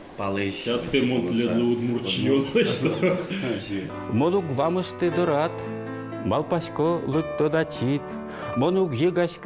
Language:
Udmurt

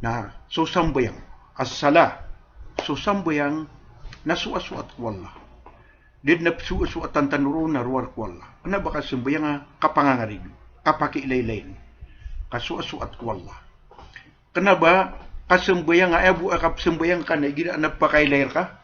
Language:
Maranao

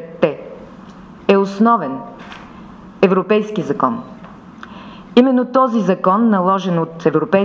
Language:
Bulgarian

